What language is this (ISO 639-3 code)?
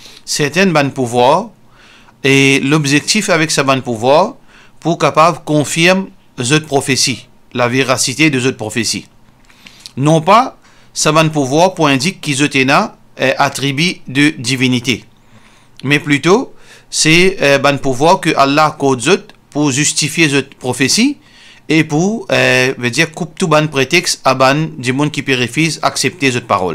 mfe